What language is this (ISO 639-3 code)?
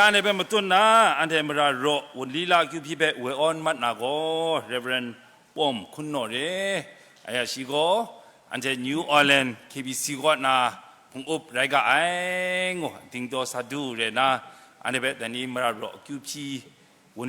kac